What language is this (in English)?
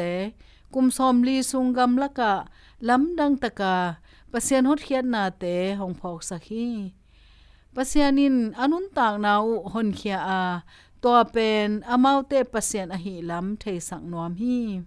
Tedim Chin